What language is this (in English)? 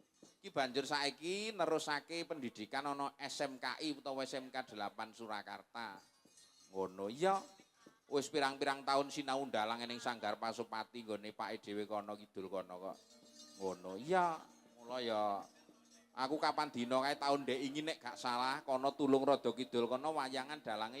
Javanese